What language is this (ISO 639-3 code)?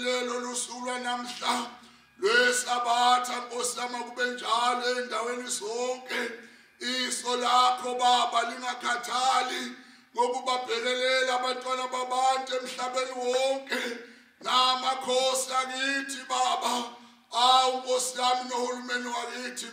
zul